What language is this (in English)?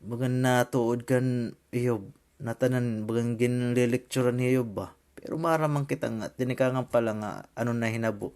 Waray